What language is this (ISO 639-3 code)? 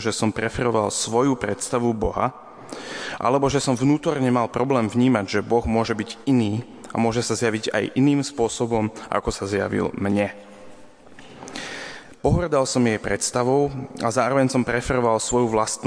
slk